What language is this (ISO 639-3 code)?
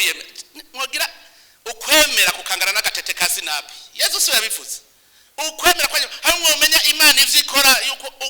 run